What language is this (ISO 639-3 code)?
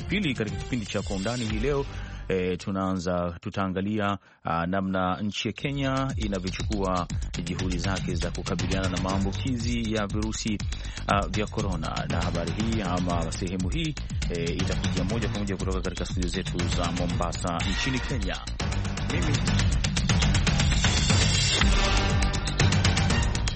swa